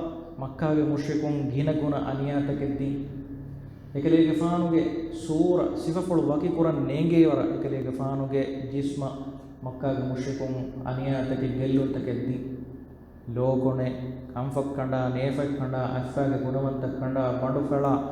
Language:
Divehi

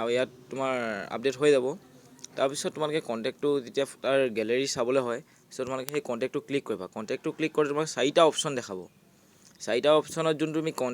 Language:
Assamese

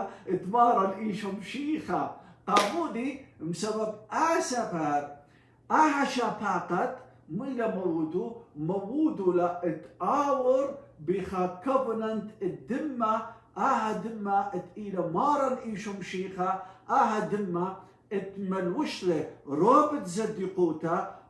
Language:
Assyrian Neo-Aramaic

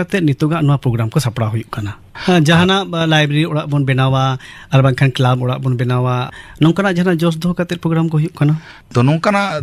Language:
Santali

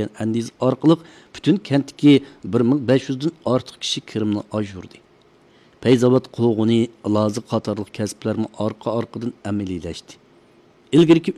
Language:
Uyghur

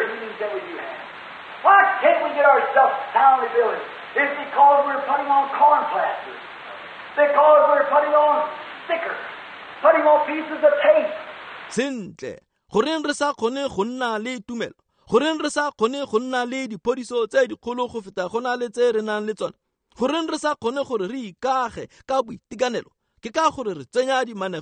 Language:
Tswana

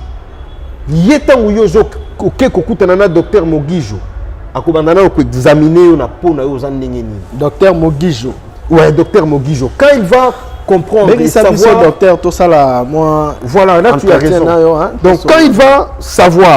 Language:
Lingala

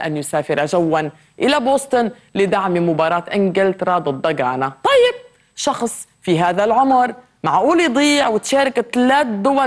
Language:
North Levantine Arabic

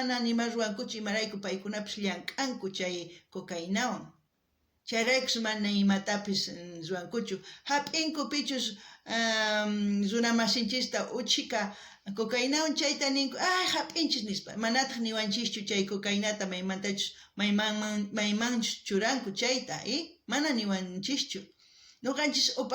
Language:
South Bolivian Quechua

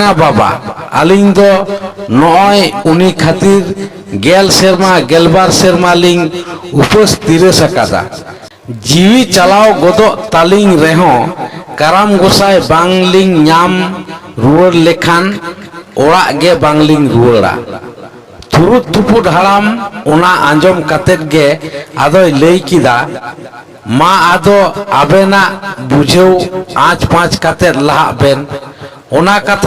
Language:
Santali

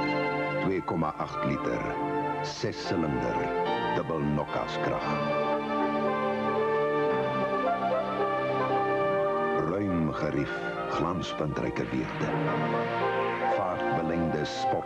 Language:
Afrikaans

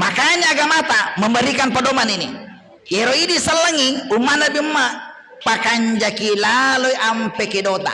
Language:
Buginese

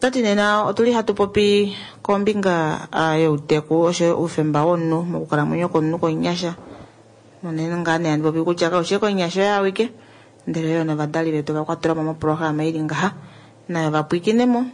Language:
Kuanyama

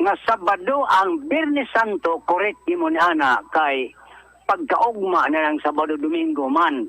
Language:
Cebuano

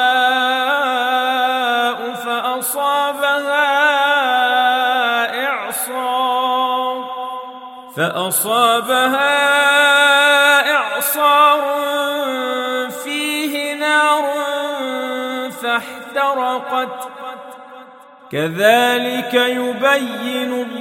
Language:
Arabic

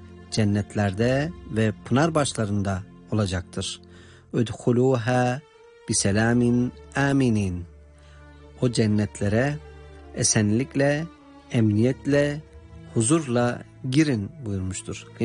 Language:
Turkish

